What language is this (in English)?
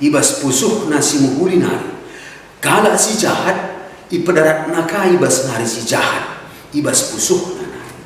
Batak Karo